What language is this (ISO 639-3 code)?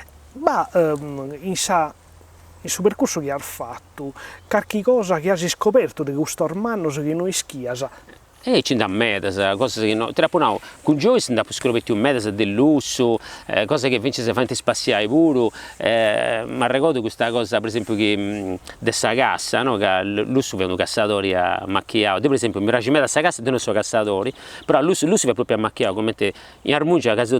srd